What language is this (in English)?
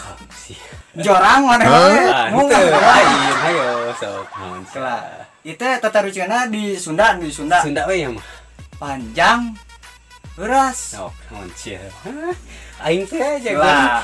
Sundanese